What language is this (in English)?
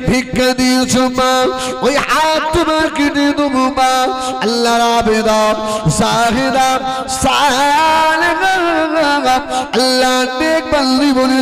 Bangla